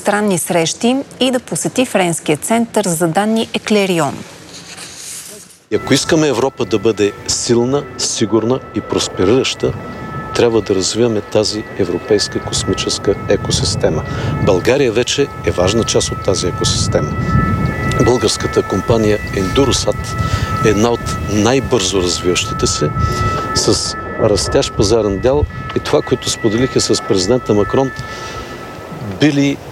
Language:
Bulgarian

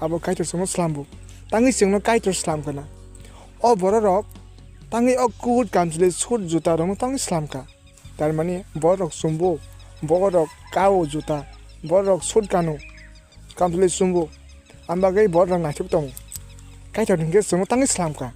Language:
Kok Borok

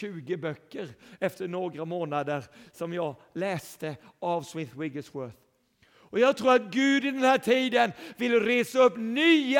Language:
Swedish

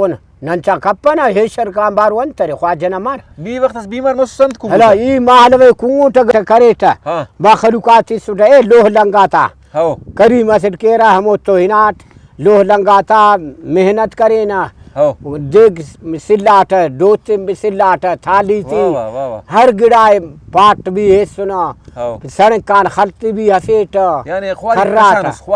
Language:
Brahui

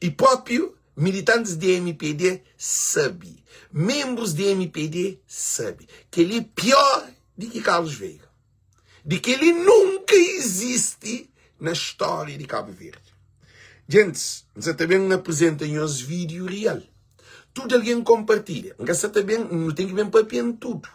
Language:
Kabuverdianu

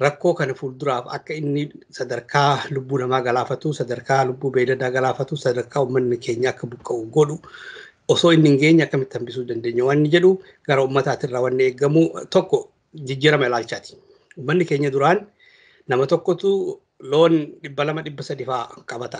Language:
Oromo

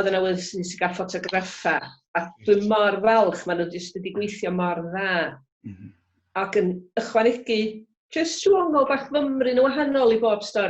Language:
Welsh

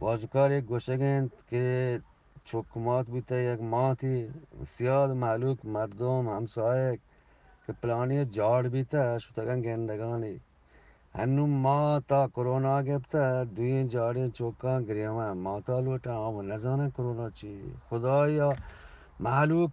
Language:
Eastern Balochi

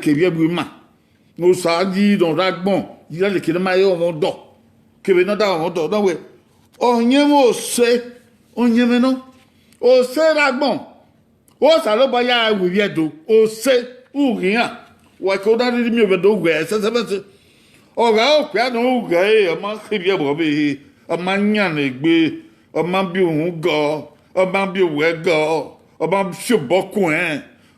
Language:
Bini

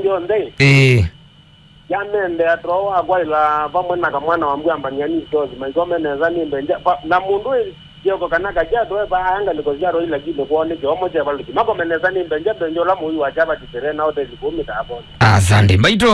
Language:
Kamba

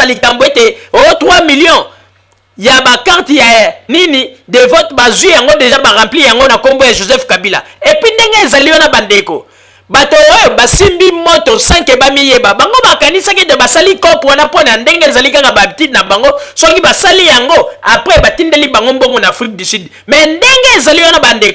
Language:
Lingala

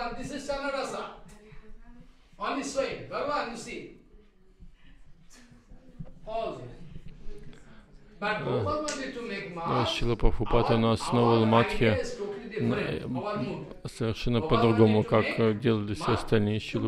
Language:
Russian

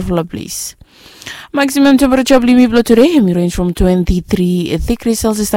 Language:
Bislama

